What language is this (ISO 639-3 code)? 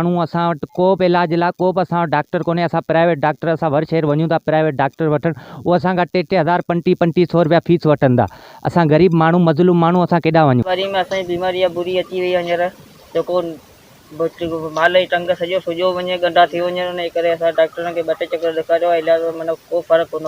snd